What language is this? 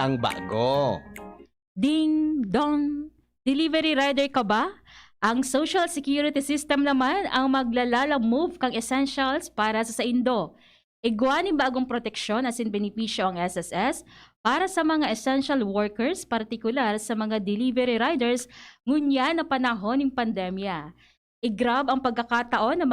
Bikol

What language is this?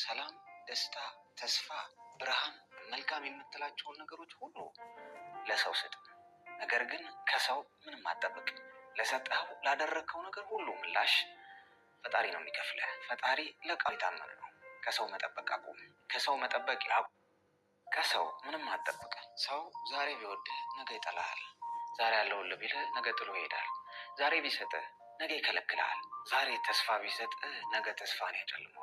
Amharic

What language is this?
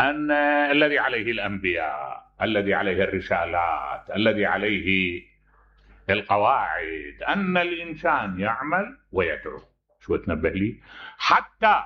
Mesopotamian Arabic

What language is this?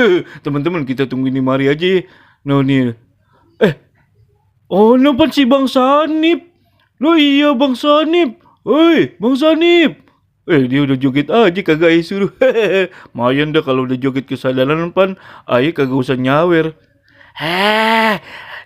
Betawi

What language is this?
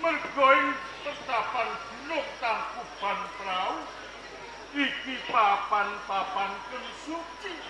Javanese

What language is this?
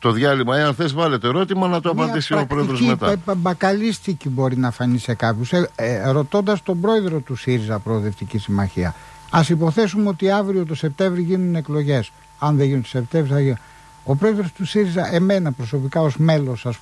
Greek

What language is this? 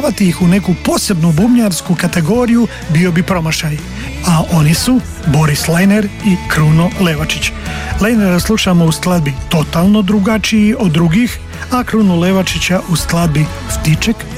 Croatian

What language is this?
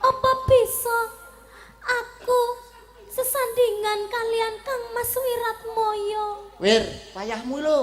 Javanese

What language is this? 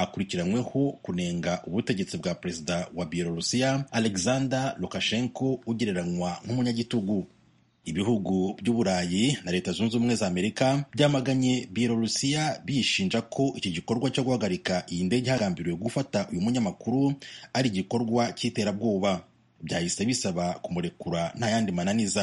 Kinyarwanda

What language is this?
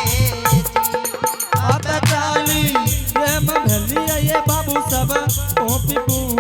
Angika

